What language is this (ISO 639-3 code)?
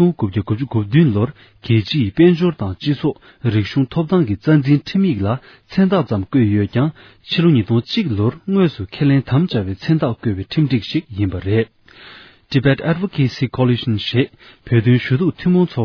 bod